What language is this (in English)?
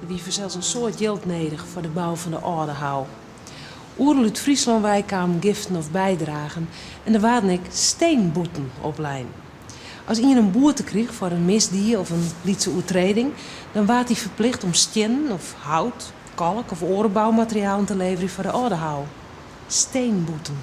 Western Frisian